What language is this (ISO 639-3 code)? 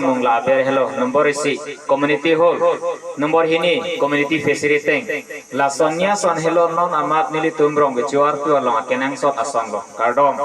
mjw